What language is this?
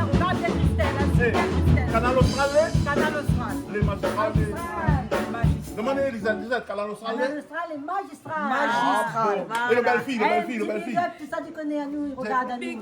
Réunion Creole French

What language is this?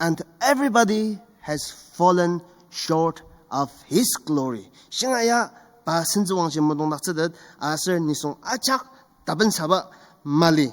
Ao Naga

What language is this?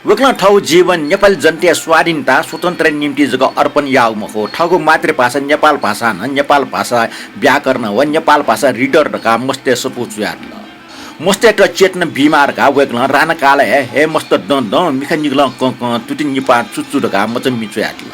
Newari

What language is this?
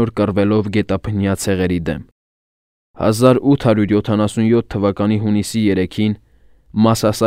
Armenian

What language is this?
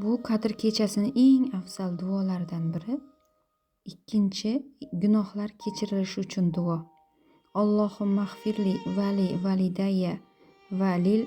Uzbek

